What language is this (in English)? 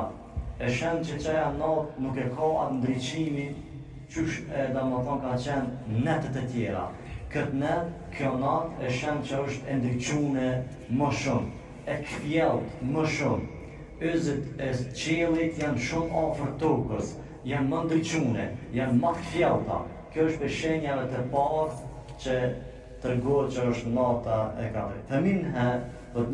Albanian